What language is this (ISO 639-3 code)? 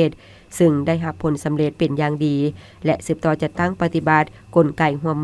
lao